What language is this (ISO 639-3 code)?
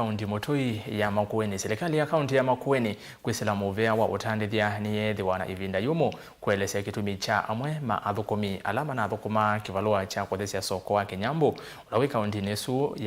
kam